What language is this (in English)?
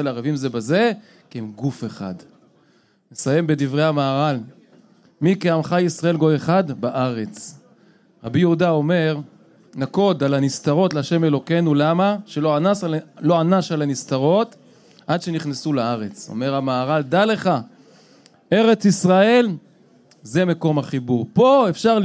Hebrew